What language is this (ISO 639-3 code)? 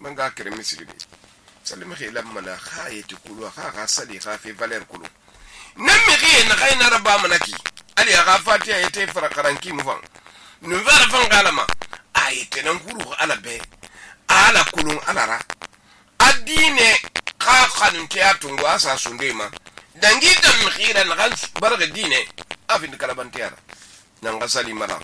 sus